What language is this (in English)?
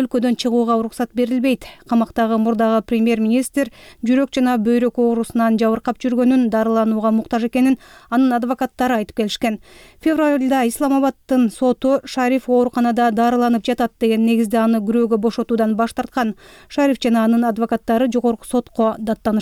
Kyrgyz